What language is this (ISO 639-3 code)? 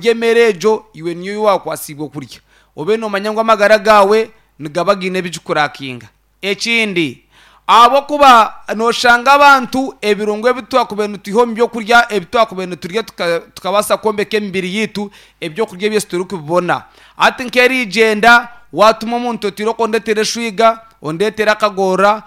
nyn